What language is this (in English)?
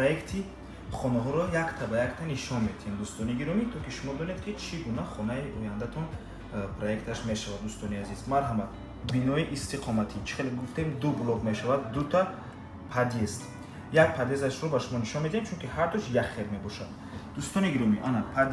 Tajik